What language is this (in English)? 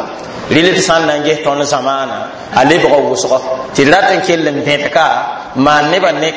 Mossi